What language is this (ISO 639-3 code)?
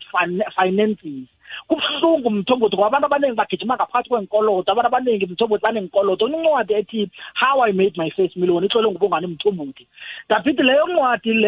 nbl